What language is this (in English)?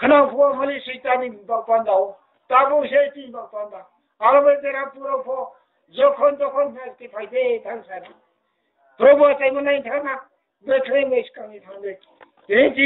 Riang (India)